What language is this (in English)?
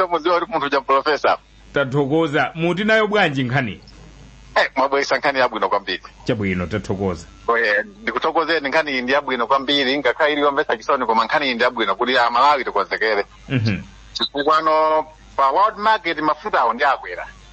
Nyanja